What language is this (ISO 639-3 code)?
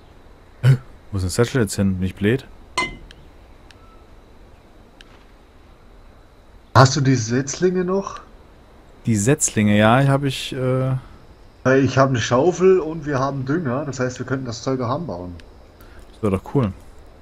deu